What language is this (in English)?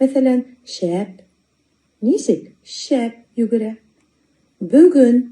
Bashkir